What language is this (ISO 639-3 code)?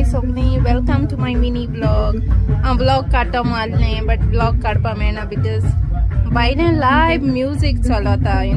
kok